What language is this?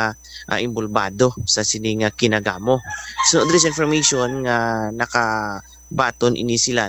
Hiligaynon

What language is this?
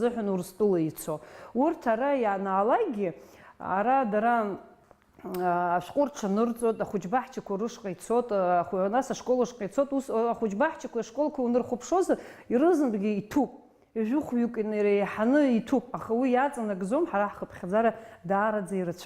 Abkhazian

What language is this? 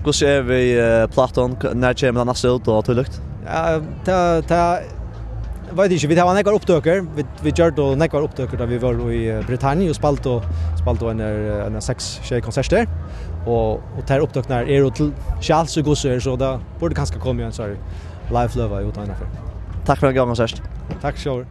Faroese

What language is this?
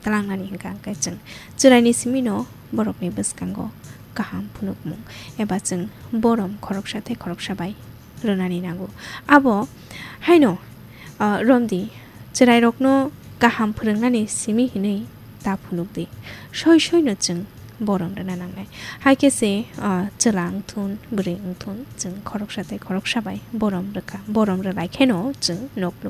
Kok Borok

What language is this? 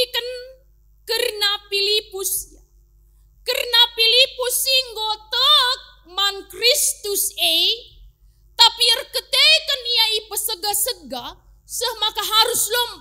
Batak Karo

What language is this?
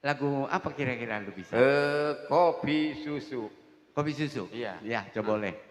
Betawi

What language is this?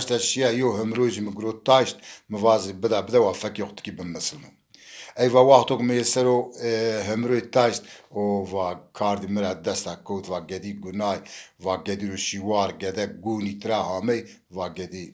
Zaza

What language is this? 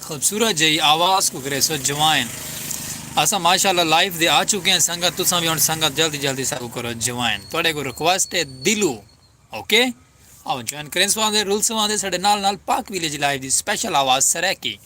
Saraiki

